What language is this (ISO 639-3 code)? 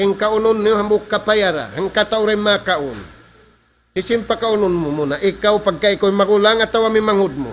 tsg